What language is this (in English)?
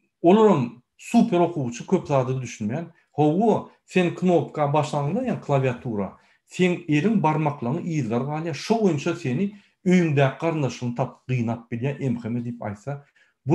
Turkmen